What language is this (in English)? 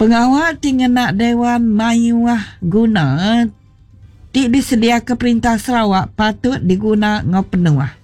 Iban